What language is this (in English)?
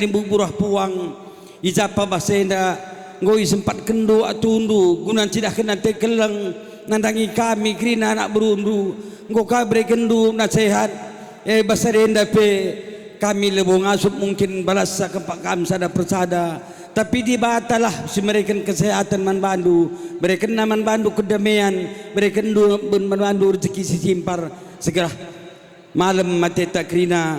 Batak Karo